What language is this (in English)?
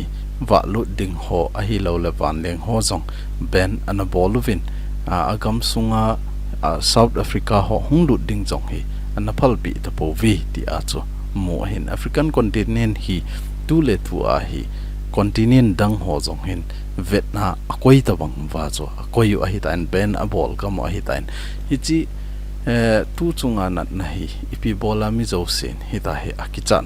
Thado Chin